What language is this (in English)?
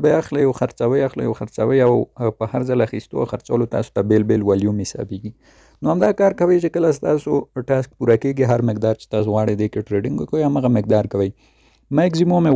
Pashto